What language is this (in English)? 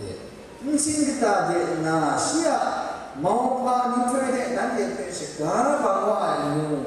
Kachin